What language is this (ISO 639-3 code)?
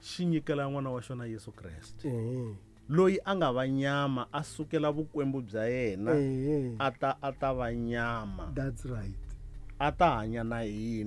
tso